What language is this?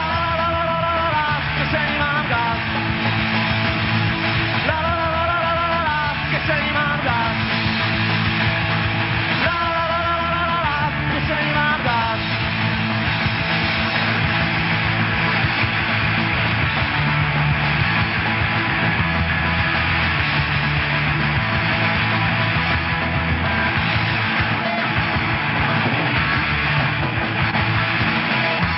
Polish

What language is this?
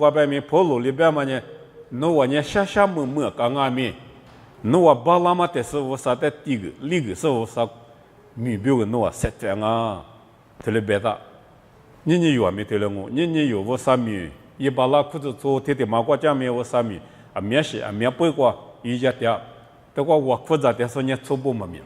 Lisu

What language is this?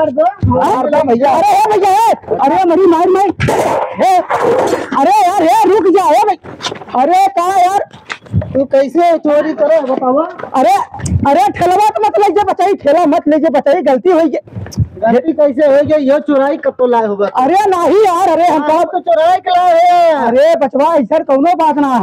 Awadhi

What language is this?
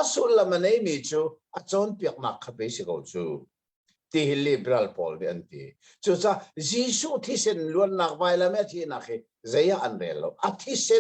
Hakha Chin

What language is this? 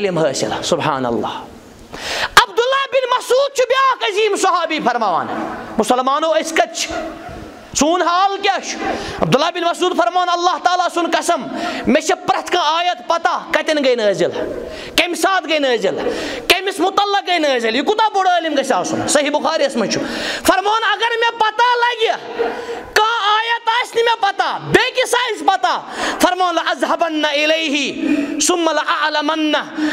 Kashmiri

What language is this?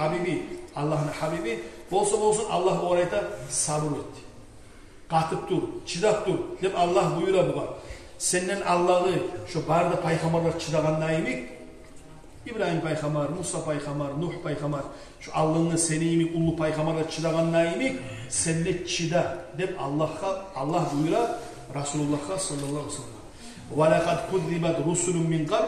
Kumyk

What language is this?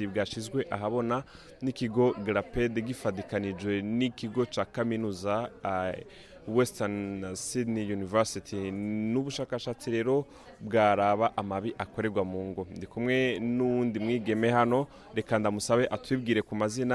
Rundi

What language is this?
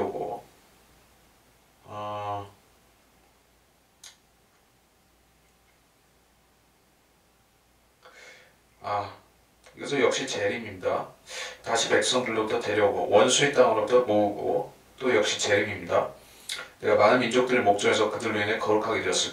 Korean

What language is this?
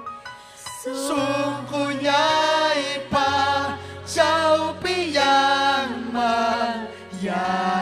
Ayacucho Quechua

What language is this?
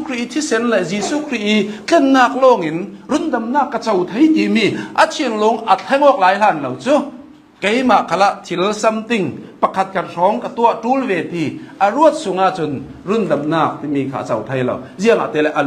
Hakha Chin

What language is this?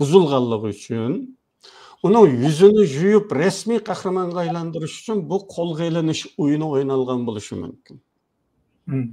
Uyghur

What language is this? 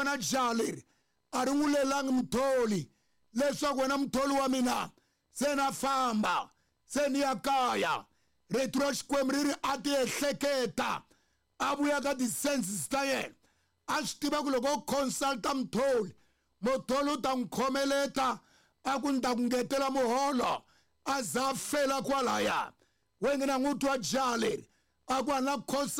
Tsonga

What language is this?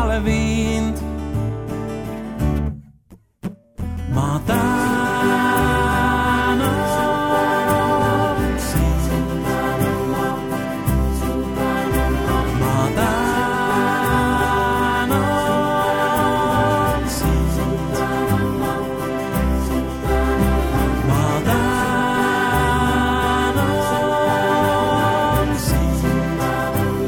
Estonian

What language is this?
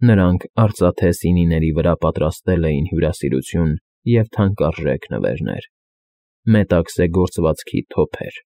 Armenian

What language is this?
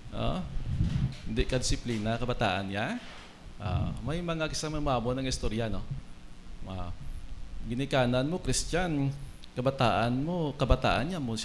Hiligaynon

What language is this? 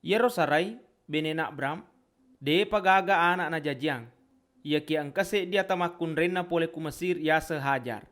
Buginese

